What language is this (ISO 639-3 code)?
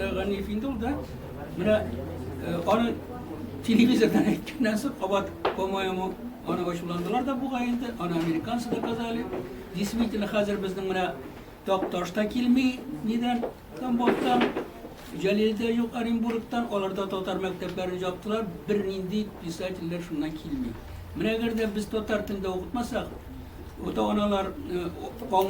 tat